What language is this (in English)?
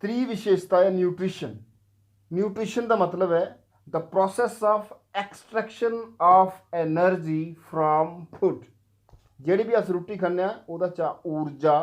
Dogri